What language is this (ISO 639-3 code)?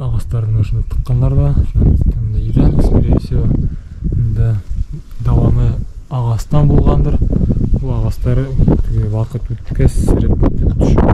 bak